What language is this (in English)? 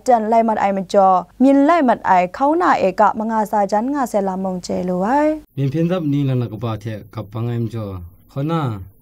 Kachin